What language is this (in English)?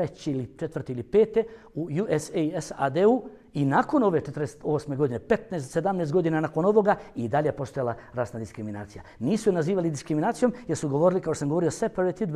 Bosnian